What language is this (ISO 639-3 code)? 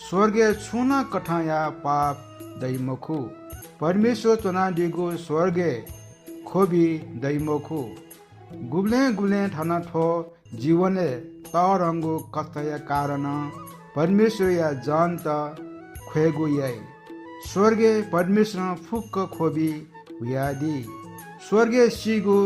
new